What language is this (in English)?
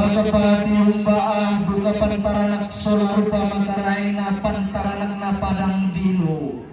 Toraja-Sa'dan